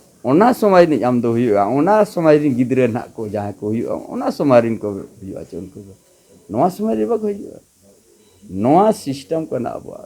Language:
Santali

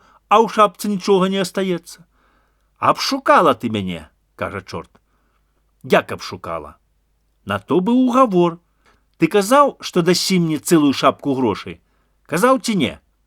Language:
Belarusian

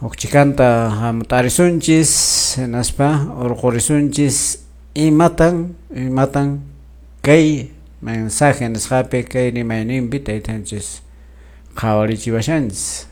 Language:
Quechua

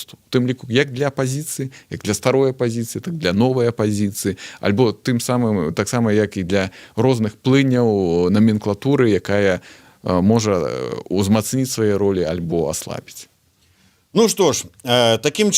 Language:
Belarusian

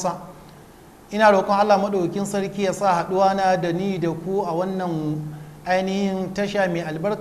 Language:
Hausa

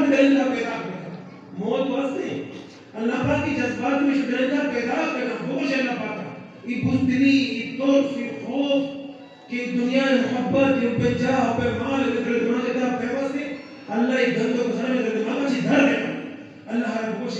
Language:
Eastern Balochi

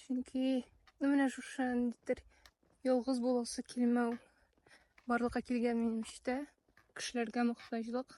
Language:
Tatar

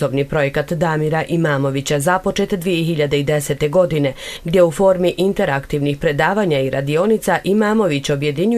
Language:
Bosnian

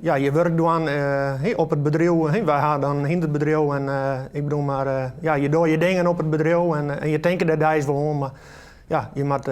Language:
Western Frisian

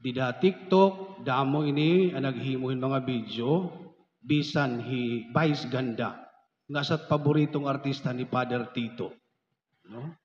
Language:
Waray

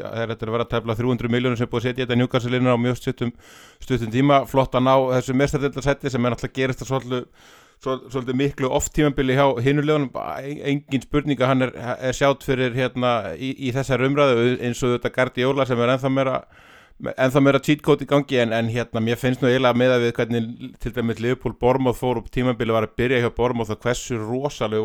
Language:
Icelandic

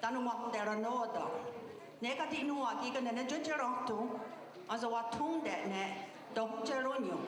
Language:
Mohawk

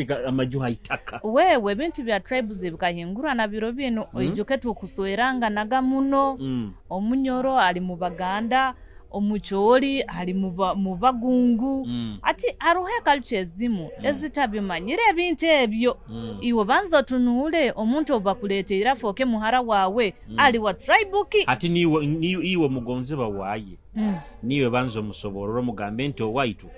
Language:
Nyoro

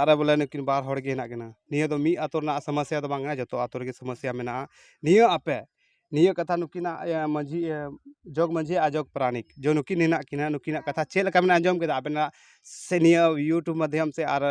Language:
Santali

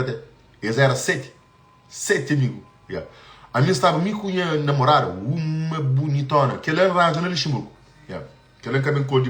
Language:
Kabuverdianu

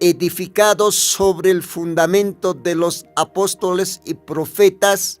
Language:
Aymara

